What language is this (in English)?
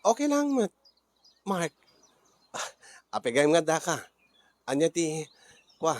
Iloko